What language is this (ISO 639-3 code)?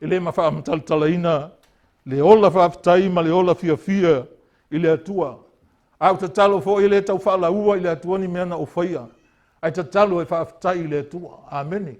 smo